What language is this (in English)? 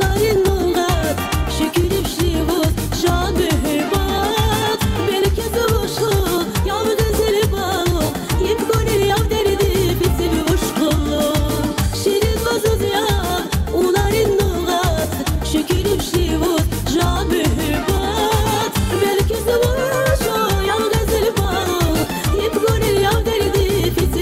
Tabassaran